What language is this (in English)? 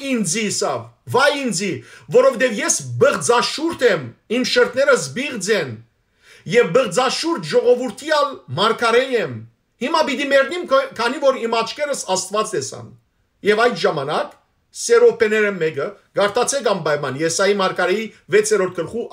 Western Armenian